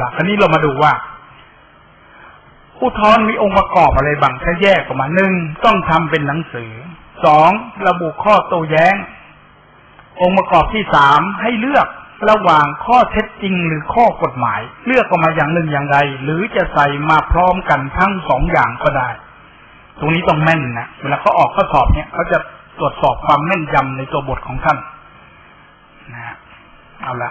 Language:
Thai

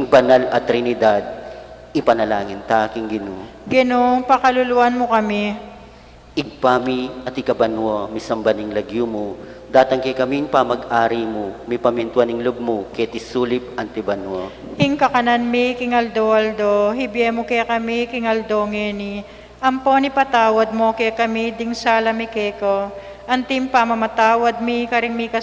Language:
Pampanga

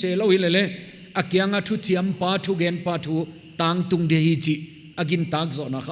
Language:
Paite Chin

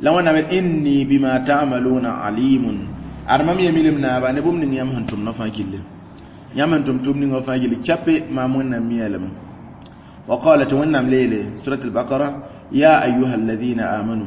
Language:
Mossi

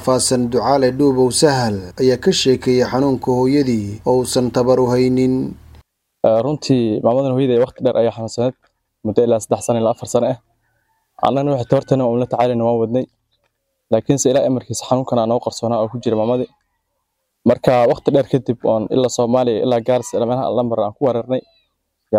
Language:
Somali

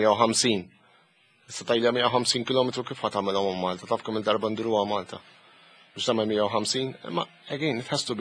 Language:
Maltese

